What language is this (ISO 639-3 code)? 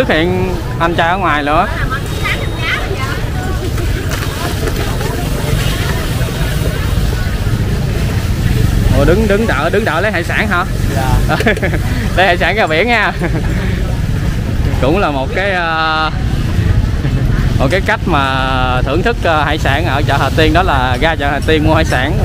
vie